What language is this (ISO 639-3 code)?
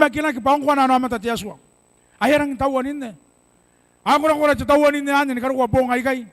gil